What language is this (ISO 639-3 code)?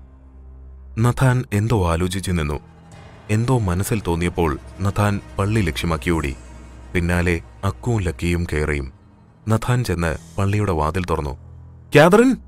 mal